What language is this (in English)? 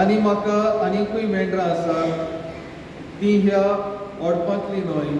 Konkani